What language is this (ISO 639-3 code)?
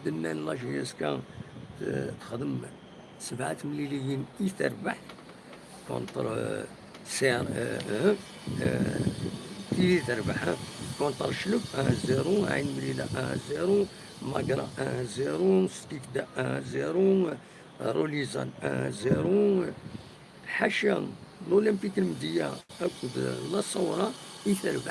kab